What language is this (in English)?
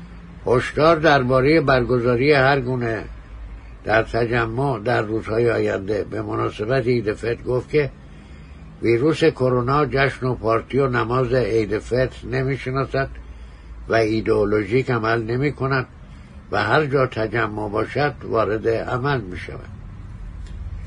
Persian